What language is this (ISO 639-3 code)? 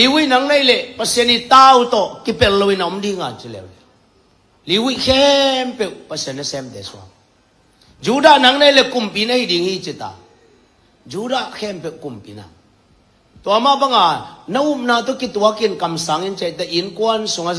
ctd